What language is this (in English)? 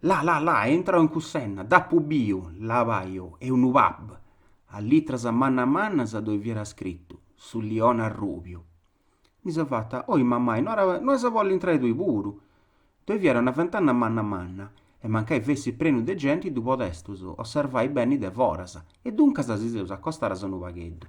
Sardinian